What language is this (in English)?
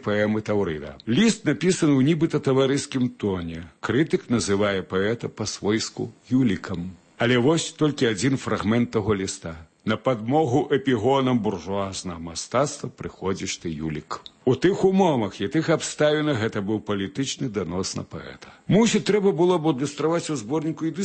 Belarusian